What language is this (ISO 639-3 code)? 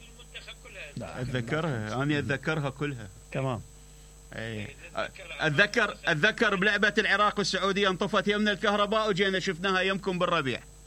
acm